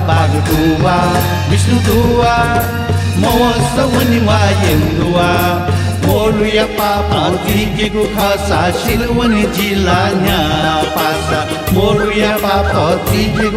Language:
Newari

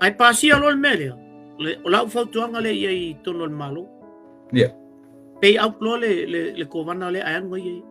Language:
Samoan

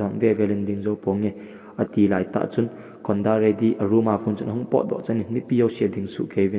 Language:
Thado Chin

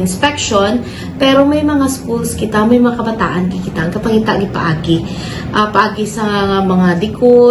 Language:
Hiligaynon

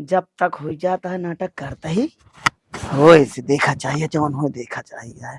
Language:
Awadhi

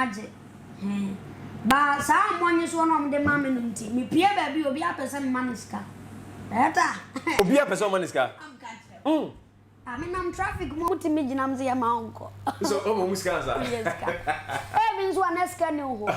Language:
Akan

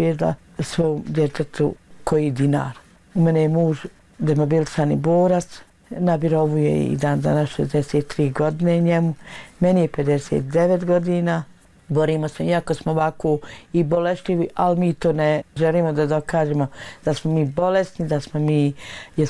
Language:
Bosnian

